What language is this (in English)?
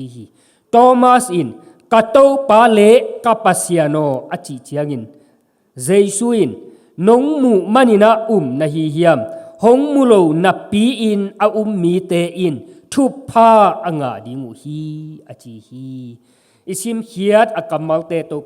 Tedim Chin